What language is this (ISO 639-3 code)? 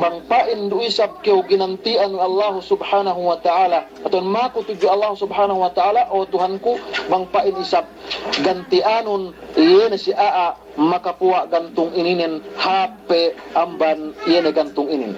yka